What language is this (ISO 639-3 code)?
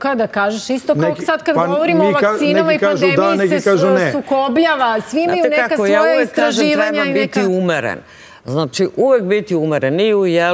srp